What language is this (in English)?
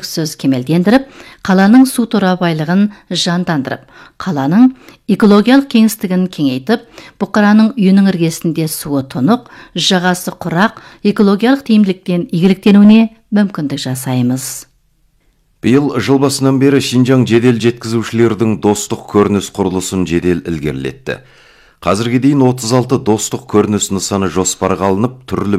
Kazakh